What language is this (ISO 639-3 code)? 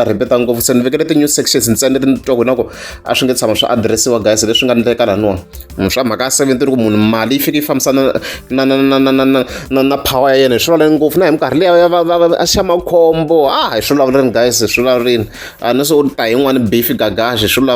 tso